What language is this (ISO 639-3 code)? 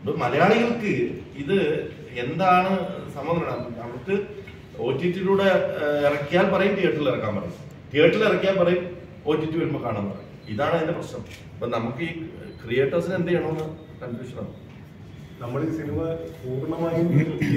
mal